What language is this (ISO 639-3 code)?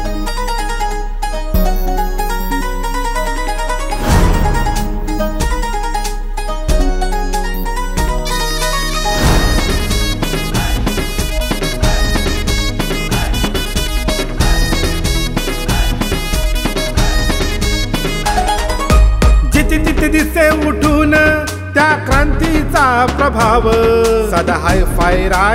mar